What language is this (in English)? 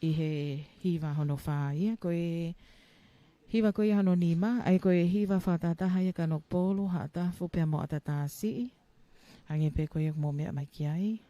Tongan